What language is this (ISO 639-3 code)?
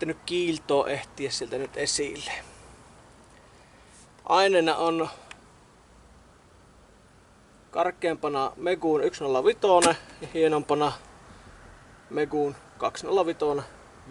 fin